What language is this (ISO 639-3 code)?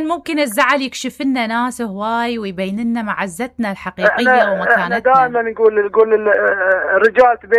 acm